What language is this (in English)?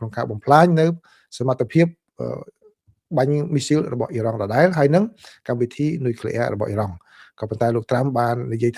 Khmer